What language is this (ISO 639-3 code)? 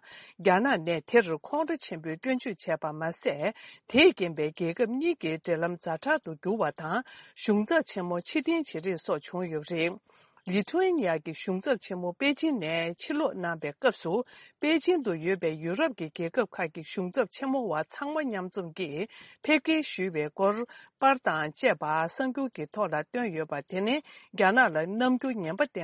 bod